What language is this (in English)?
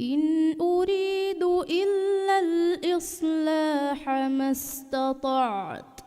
Divehi